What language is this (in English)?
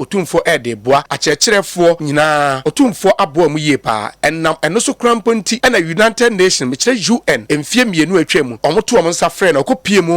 Akan